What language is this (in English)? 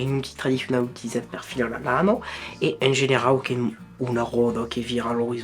Occitan